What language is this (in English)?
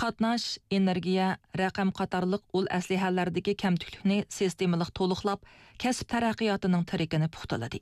Uyghur